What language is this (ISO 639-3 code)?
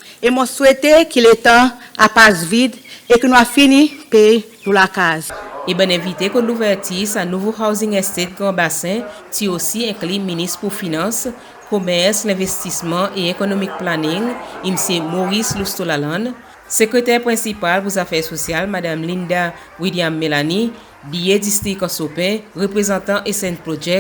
crs